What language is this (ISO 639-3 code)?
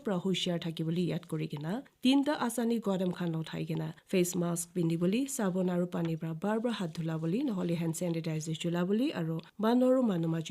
nag